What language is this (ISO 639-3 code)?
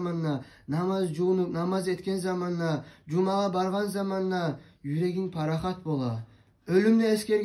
kum